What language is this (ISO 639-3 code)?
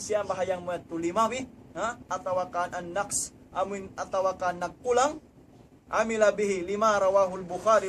tsg